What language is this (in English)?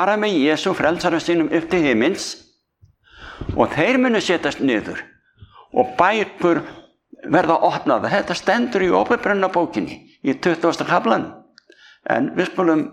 Icelandic